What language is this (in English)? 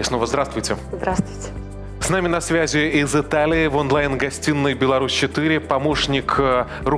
Russian